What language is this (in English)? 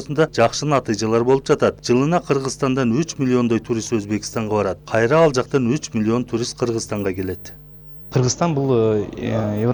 Kyrgyz